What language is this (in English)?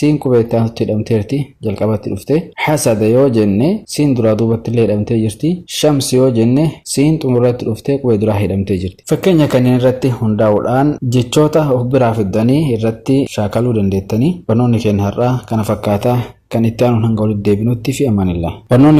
Oromo